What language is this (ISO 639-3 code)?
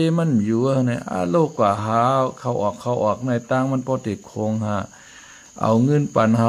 shn